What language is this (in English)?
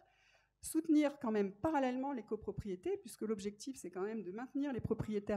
French